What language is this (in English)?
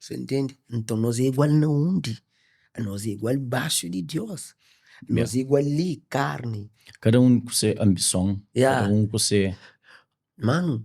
Kabuverdianu